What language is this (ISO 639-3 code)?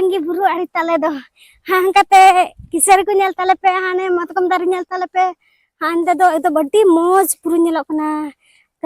sat